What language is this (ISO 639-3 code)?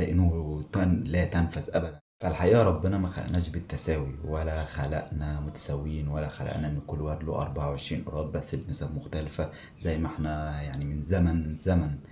arz